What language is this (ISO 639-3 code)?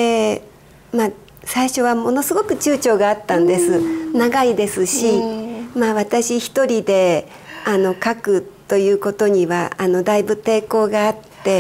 jpn